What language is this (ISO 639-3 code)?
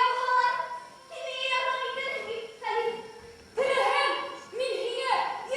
bak